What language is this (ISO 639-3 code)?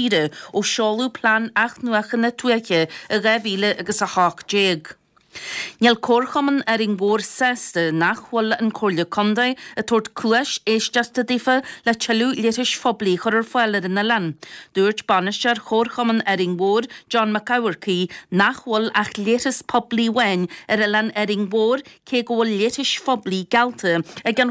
gle